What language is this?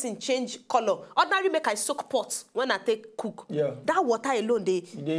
Nigerian Pidgin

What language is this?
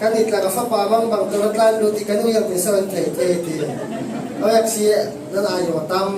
Falam Chin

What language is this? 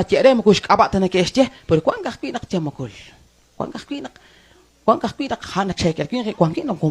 Kekchí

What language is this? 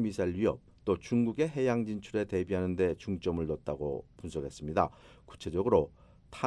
Korean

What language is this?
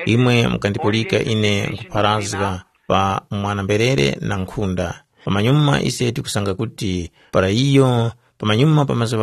Tumbuka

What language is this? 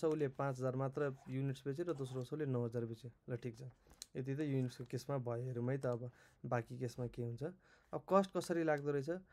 Nepali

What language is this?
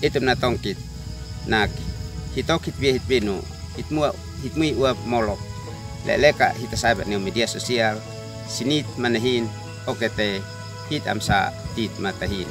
Uab Meto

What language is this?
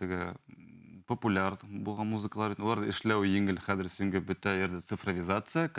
Bashkir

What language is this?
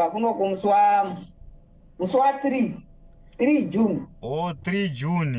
Shona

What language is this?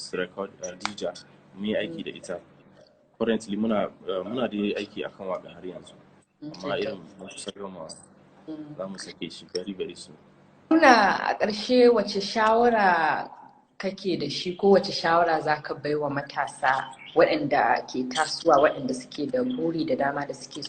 Hausa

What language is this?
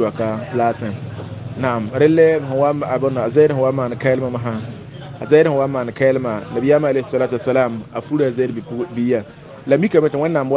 Mossi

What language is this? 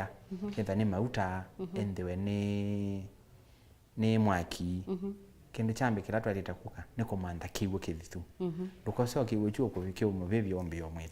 Kamba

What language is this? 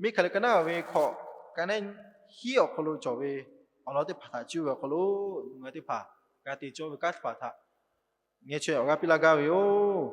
Lahu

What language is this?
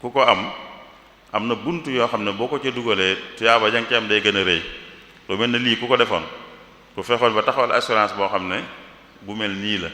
Wolof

